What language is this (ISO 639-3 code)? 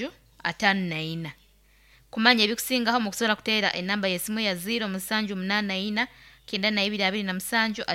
nyo